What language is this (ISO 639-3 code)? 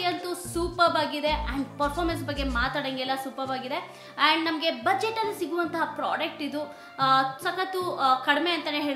kan